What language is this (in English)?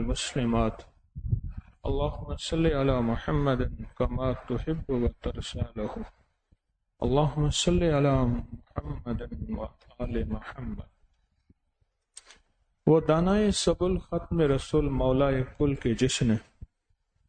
Urdu